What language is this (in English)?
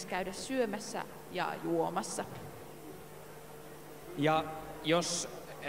Finnish